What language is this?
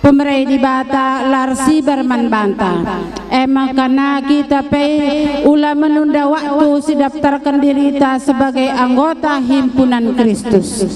Batak Karo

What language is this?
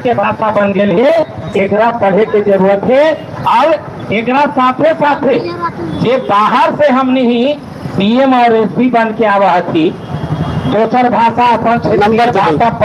Magahi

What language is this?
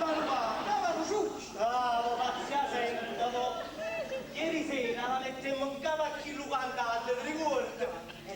Neapolitan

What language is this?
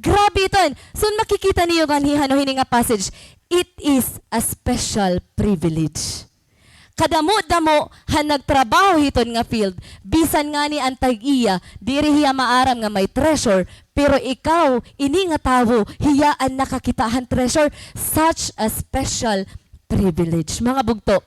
Waray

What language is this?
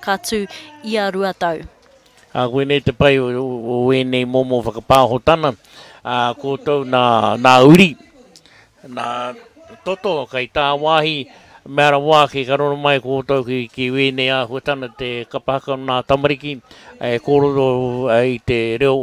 Māori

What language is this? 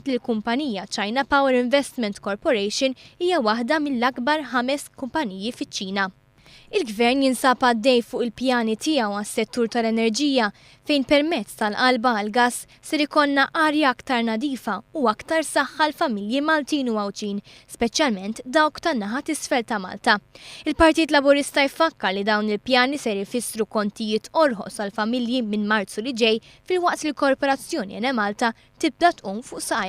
Maltese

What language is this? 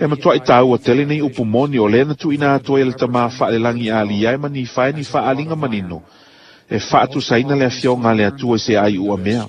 Samoan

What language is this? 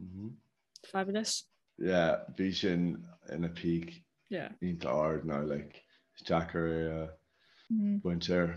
Irish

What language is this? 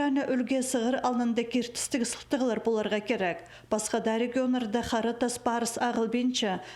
Khakas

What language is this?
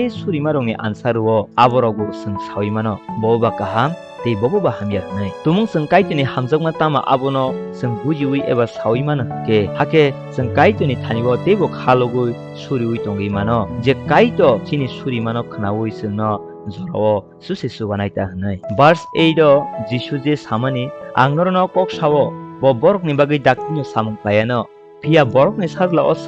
Kok Borok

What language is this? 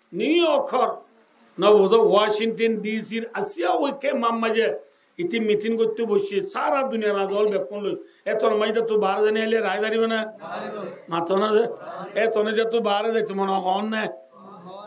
Rohingya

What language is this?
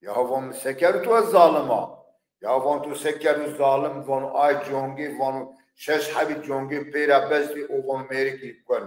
Zaza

